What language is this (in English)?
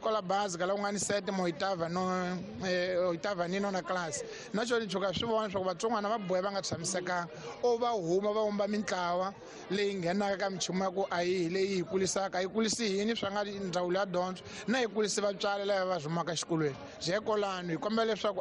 Tsonga